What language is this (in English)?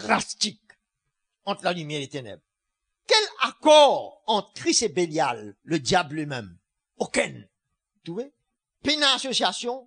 Morisyen